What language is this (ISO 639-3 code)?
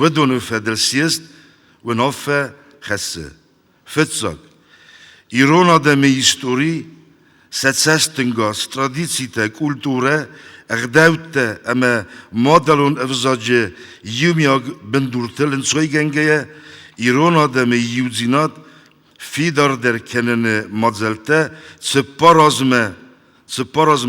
oss